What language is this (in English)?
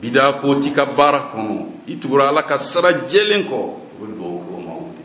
Bambara